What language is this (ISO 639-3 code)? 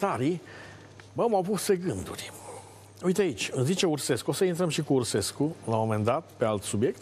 ron